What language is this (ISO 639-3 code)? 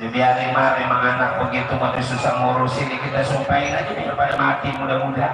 bew